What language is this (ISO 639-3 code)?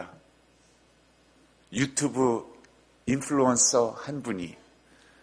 kor